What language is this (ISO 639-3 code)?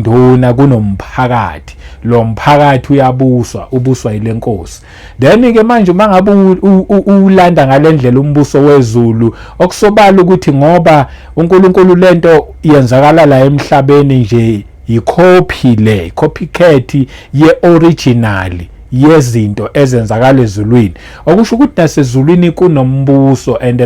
zul